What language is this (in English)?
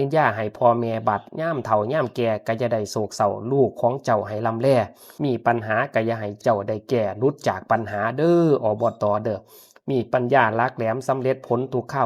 Lao